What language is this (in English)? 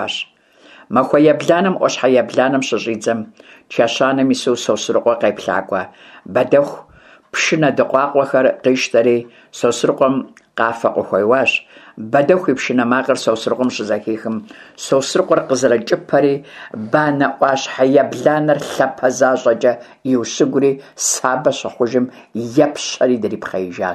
Kabardian